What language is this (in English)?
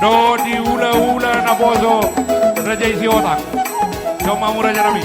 Batak Toba